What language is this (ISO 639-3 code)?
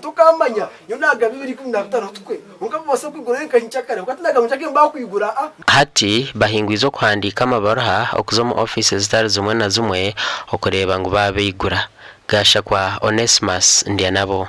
nyn